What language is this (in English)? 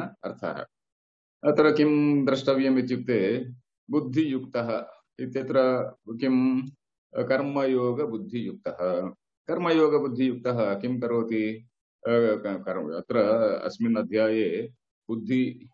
Sanskrit